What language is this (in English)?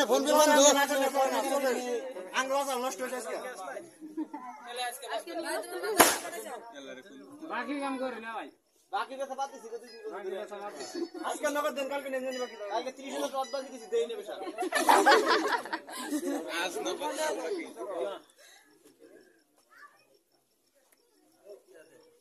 Bangla